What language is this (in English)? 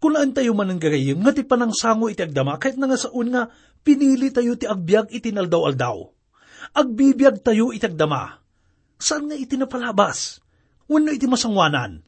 Iloko